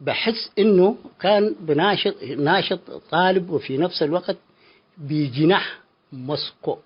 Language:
Tigre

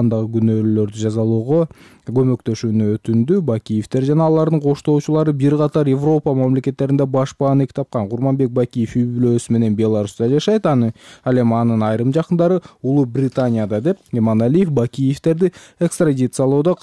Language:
Kyrgyz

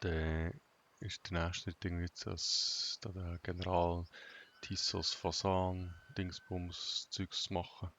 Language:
Swiss German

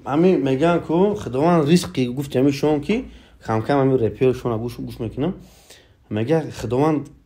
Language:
Tajik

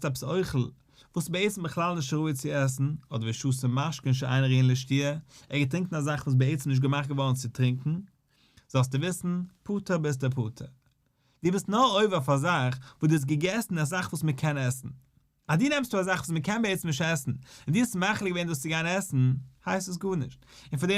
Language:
Yiddish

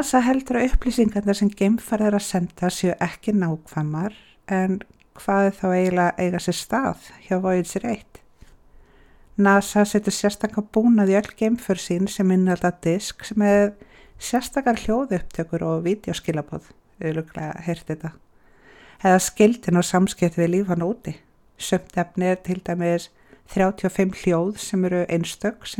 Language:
Icelandic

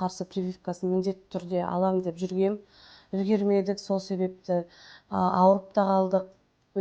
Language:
Kazakh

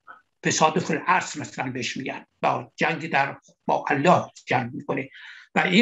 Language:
Persian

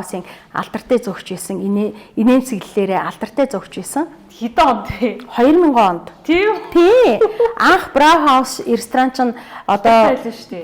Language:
Mongolian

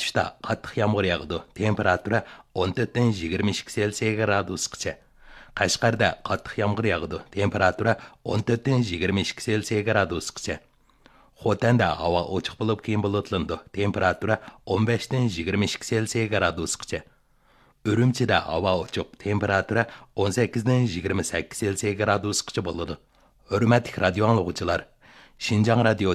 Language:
Uyghur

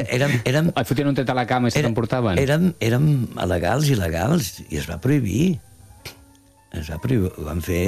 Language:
Catalan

